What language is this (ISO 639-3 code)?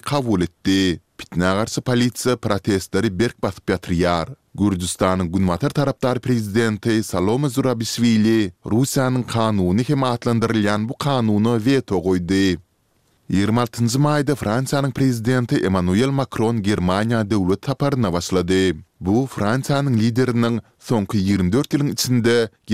kir